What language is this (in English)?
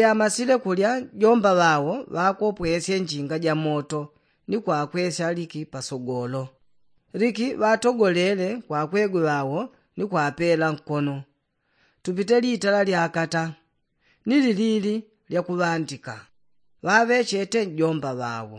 Yao